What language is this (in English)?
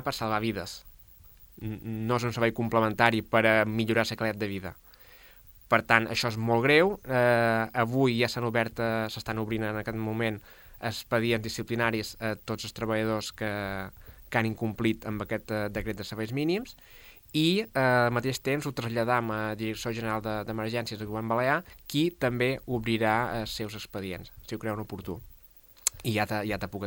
Catalan